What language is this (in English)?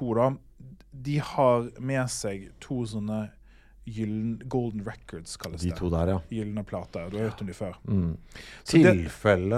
Norwegian